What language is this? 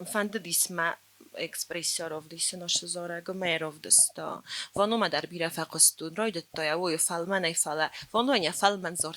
Ossetic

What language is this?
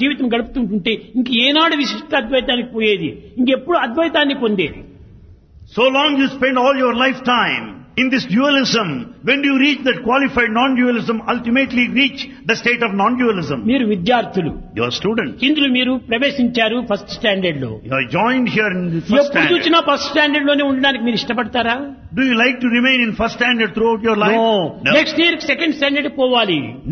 Telugu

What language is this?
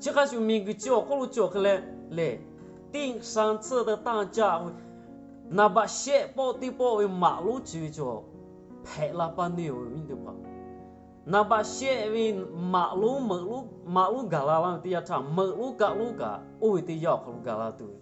Lahu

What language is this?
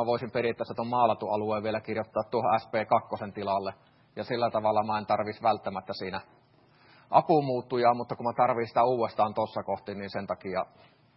Finnish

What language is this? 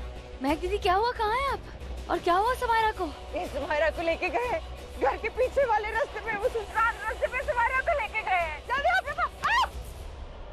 Hindi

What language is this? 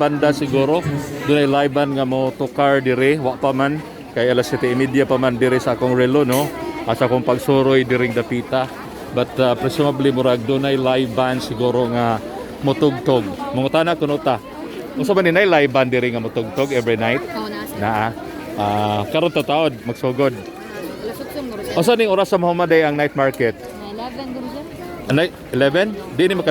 Cebuano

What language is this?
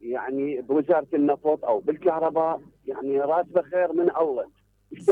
Mesopotamian Arabic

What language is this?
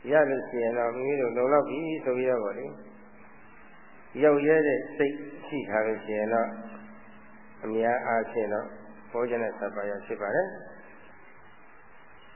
Burmese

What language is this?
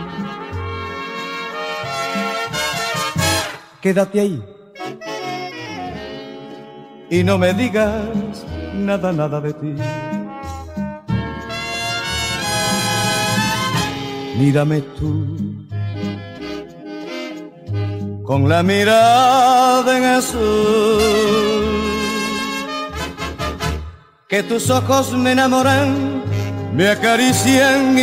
Spanish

